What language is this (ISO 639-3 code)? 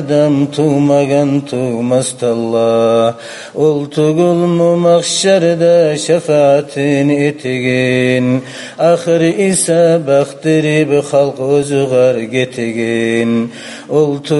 kum